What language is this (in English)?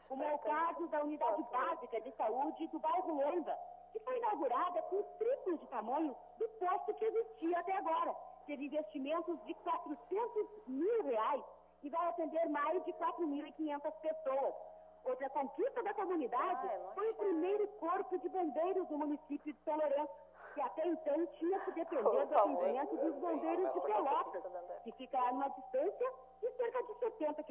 Portuguese